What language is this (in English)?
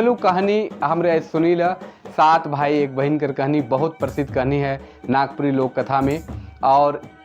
Sadri